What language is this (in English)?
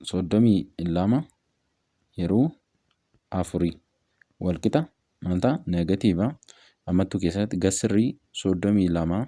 Oromo